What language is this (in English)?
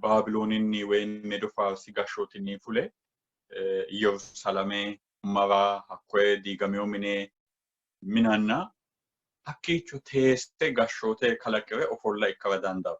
Sidamo